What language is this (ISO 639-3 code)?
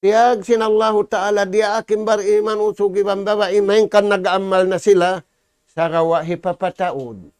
tsg